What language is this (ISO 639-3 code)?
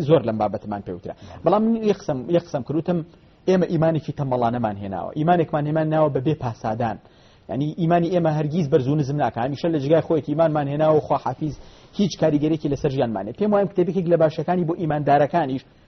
ckb